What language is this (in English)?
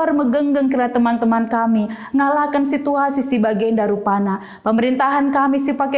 Batak Karo